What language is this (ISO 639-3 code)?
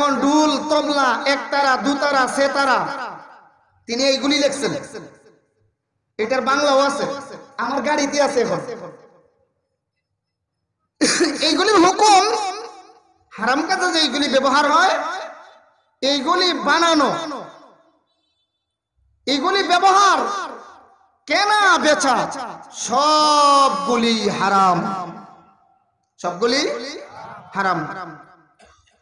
ben